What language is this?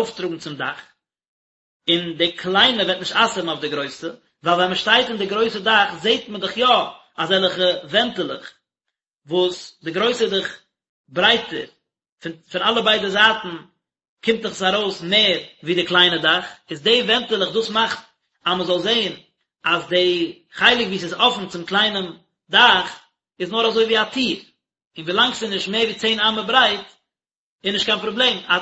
Yiddish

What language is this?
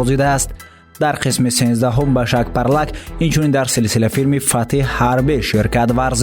Tajik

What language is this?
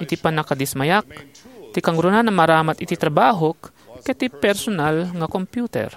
Iloko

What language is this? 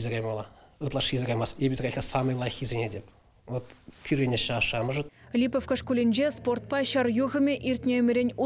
Chuvash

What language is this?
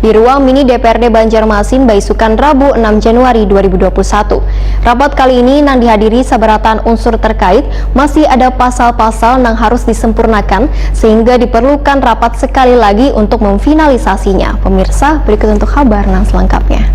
Banjar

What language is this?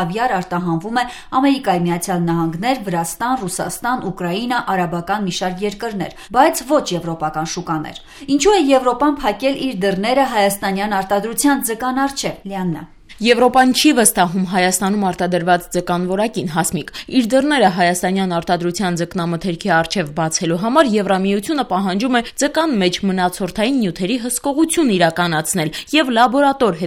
Armenian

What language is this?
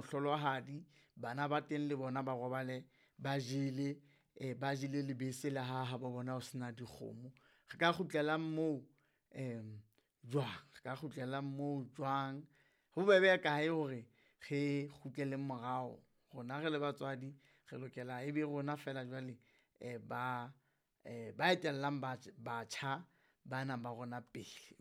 Southern Sotho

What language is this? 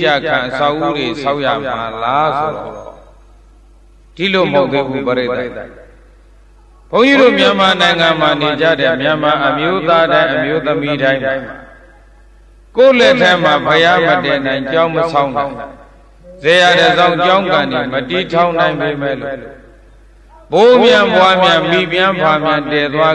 Burmese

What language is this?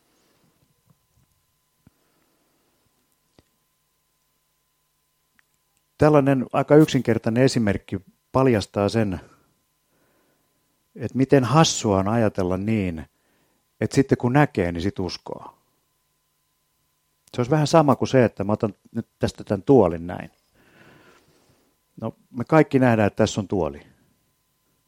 Finnish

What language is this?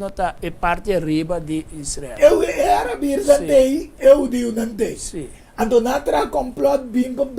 Papiamento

